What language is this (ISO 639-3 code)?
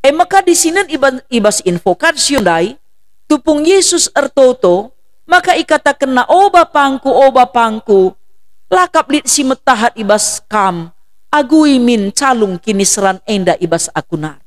btx